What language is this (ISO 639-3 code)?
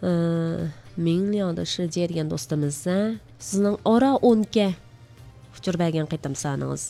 uig